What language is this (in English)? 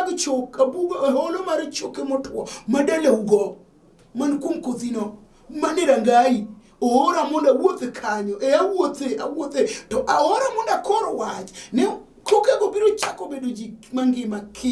Luo (Kenya and Tanzania)